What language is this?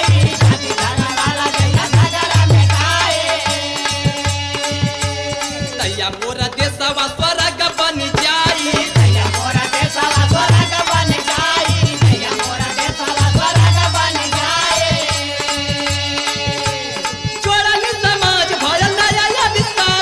Bhojpuri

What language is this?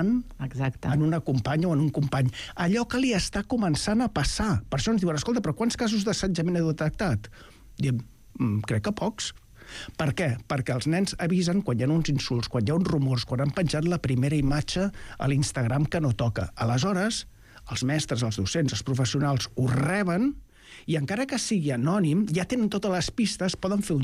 Catalan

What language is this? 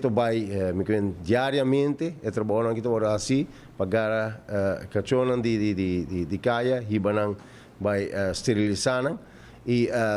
Papiamento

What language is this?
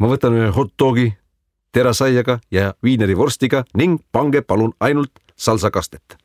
Estonian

